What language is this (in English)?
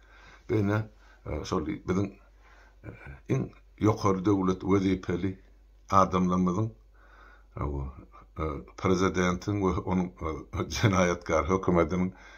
Turkmen